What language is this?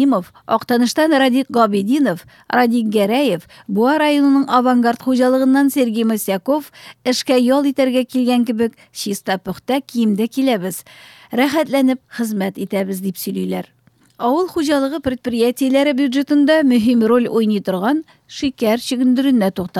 Tatar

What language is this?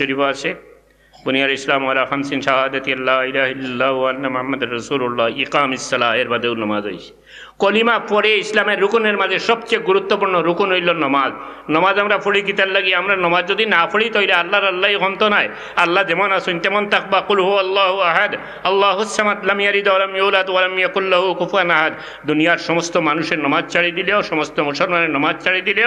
Sylheti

